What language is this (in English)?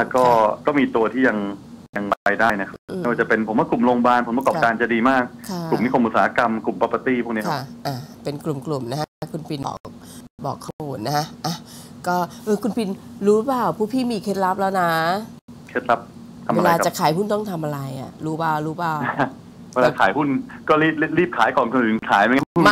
Thai